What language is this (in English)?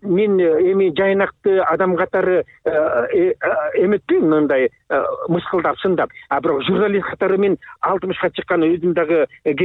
Kyrgyz